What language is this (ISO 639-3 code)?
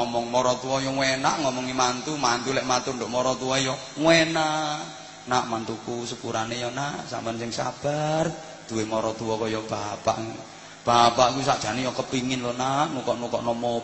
jav